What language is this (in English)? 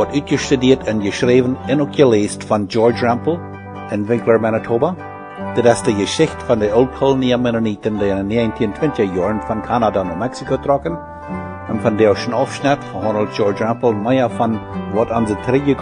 Plautdietsch